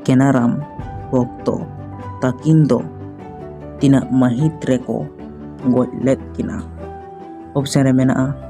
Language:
Santali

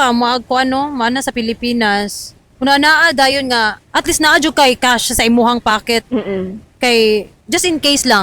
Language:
Cebuano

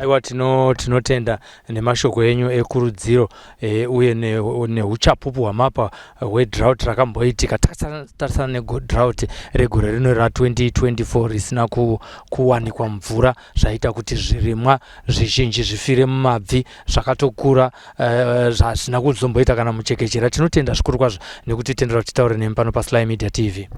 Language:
Shona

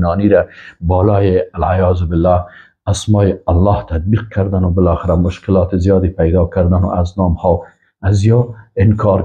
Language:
Persian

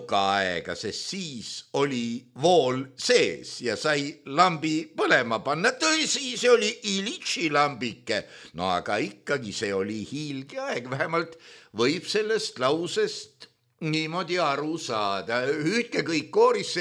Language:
Estonian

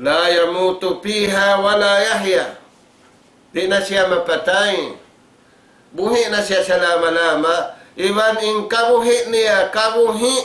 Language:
Tausug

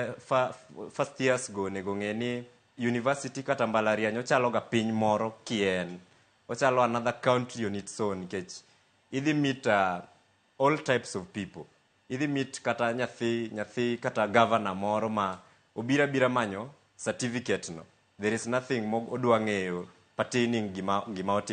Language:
Luo (Kenya and Tanzania)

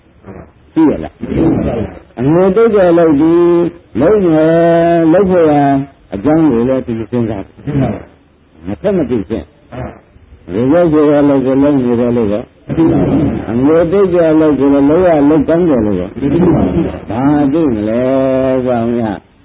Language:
Burmese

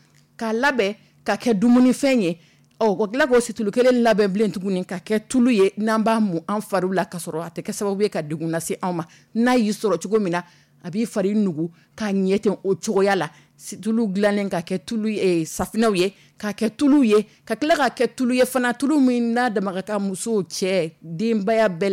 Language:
Dyula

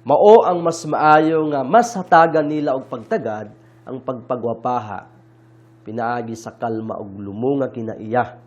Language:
Cebuano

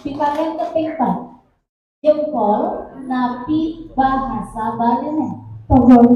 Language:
Balinese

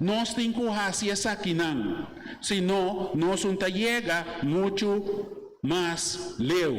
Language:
Papiamento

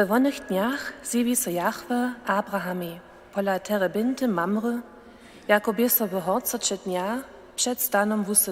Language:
Upper Sorbian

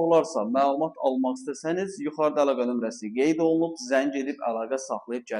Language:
Azerbaijani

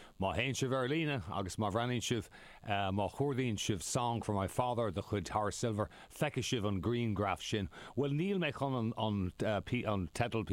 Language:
Irish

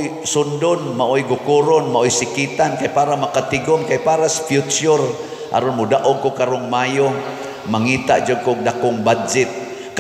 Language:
Cebuano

